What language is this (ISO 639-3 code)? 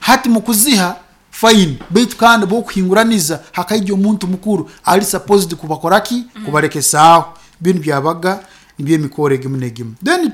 nyn